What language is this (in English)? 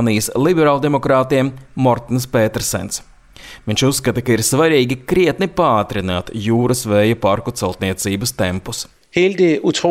Latvian